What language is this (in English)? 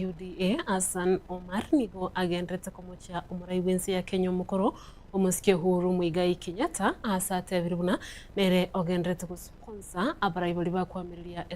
Gusii